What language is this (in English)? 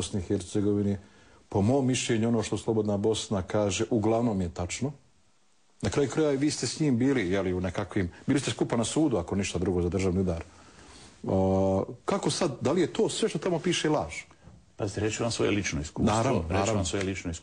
Bosnian